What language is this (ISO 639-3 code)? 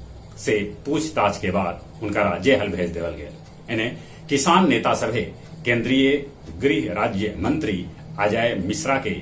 mag